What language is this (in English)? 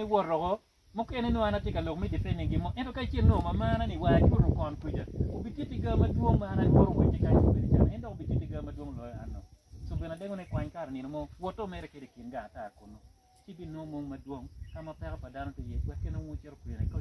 Acoli